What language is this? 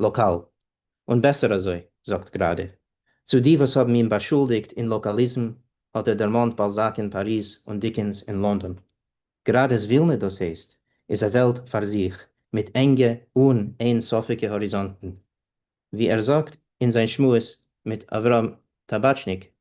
Yiddish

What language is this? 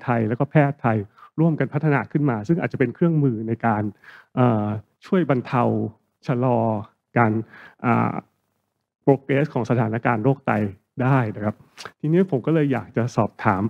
Thai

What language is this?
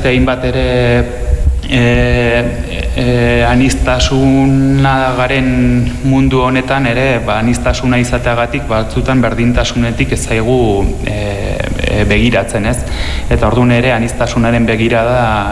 Basque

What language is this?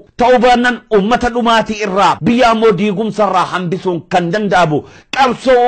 Oromo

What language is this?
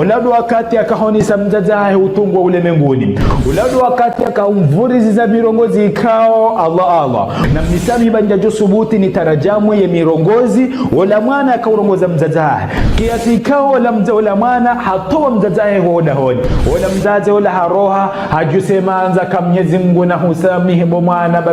Ngazidja Comorian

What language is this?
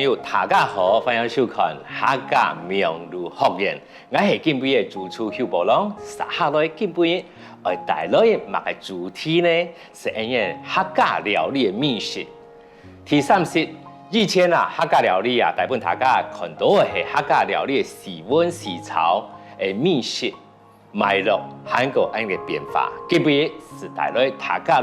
Hakka Chinese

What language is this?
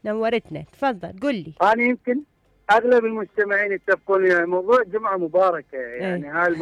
Mesopotamian Arabic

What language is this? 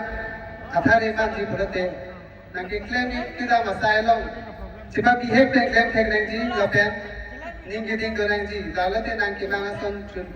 Karbi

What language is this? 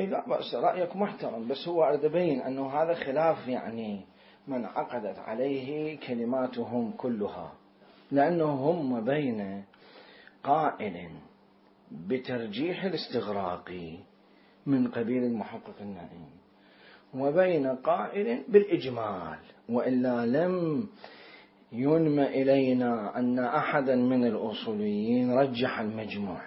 Mesopotamian Arabic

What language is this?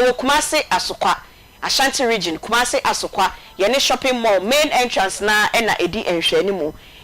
Akan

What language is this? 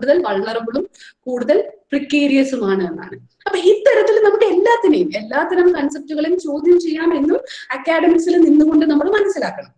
Malayalam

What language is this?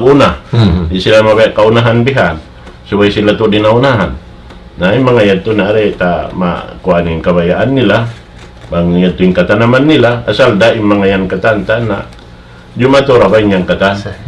Tausug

